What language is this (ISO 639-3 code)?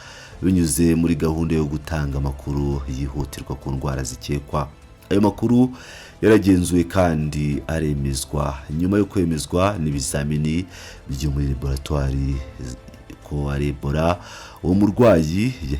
kin